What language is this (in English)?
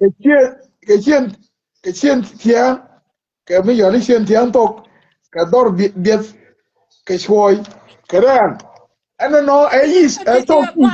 Nuer